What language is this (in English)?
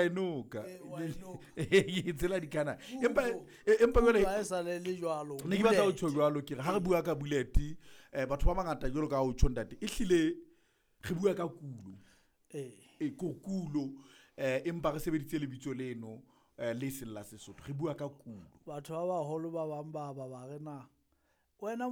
Southern Sotho